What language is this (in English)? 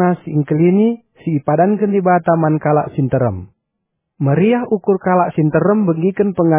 Batak Karo